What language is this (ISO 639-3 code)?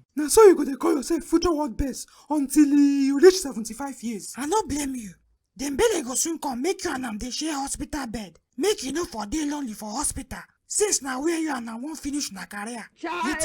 pcm